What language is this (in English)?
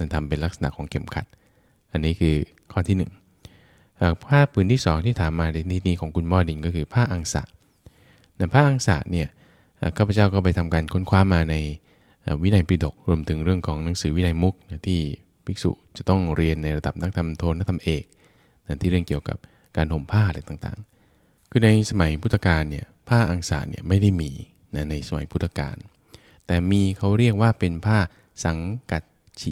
Thai